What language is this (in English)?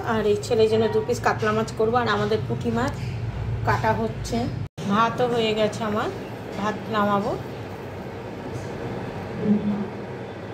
Bangla